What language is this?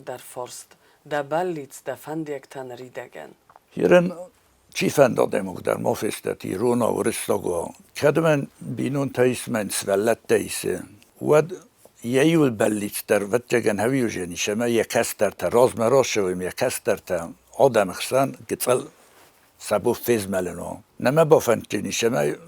Ossetic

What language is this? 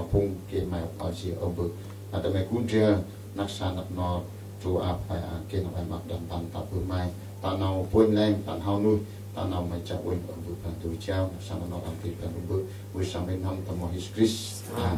Central Mnong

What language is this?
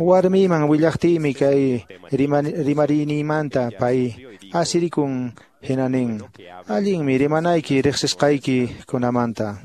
Quechua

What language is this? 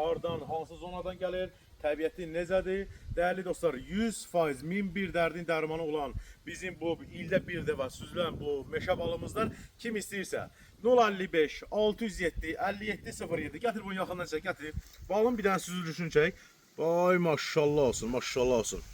Azerbaijani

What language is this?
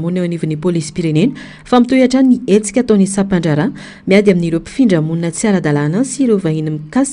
Malagasy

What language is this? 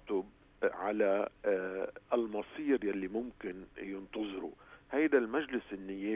North Levantine Arabic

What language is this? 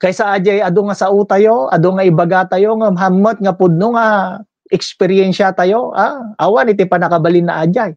Iloko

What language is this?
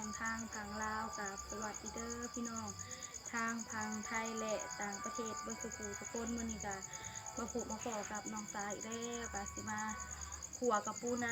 Northeastern Thai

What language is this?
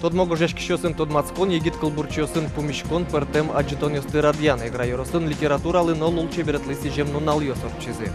Udmurt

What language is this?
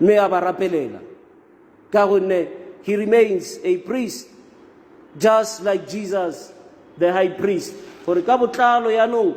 Tswana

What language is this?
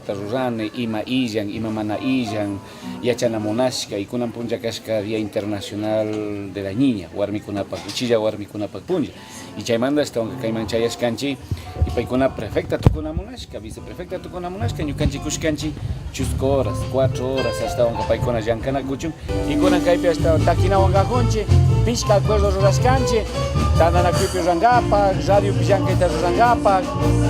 Chimborazo Highland Quichua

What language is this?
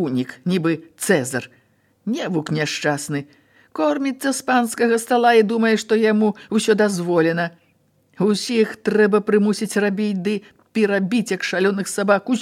Belarusian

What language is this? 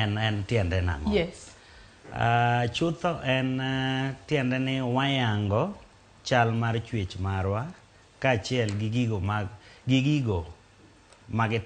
Luo (Kenya and Tanzania)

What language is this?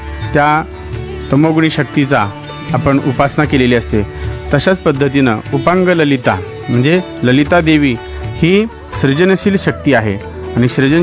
Marathi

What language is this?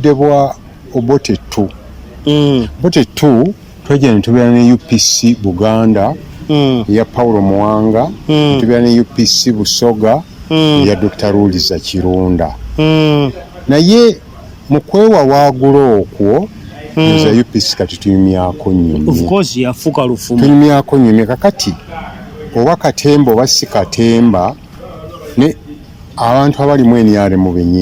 Ganda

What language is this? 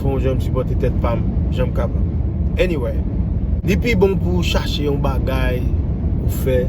Haitian Creole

